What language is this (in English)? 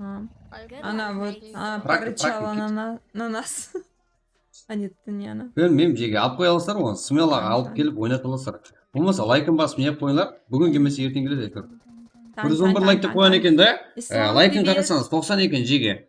Kara-Kalpak